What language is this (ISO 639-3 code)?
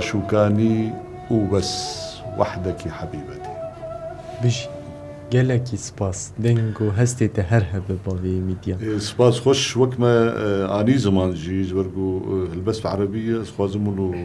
kur